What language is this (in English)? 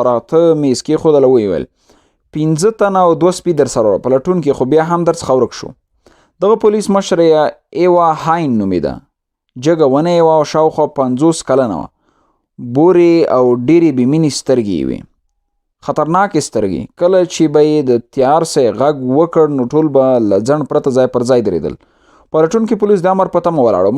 Pashto